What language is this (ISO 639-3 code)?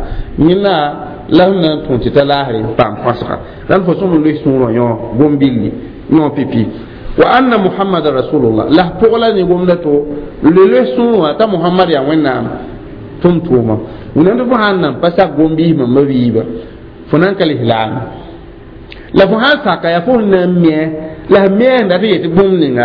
mos